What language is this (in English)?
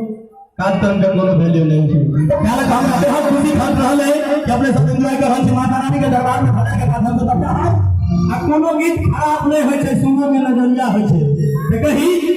Maithili